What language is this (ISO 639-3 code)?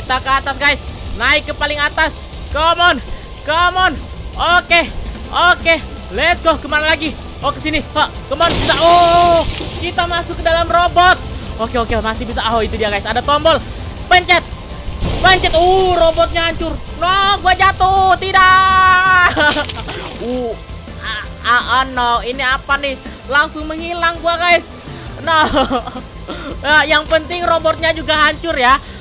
ind